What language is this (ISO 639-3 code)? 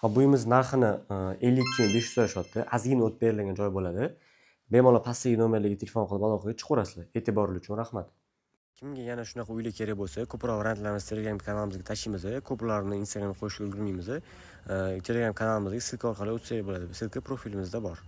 uzb